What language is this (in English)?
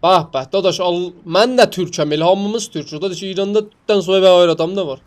South Azerbaijani